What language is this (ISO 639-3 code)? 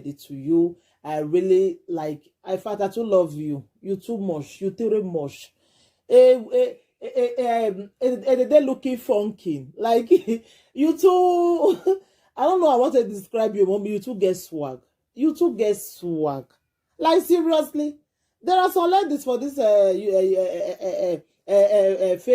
pcm